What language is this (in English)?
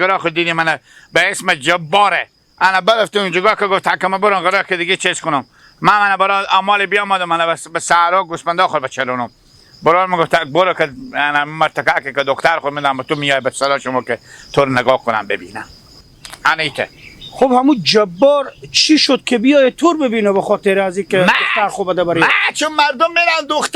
Hazaragi